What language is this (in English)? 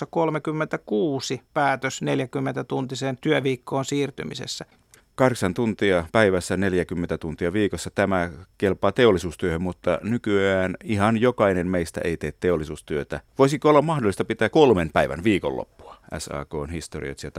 Finnish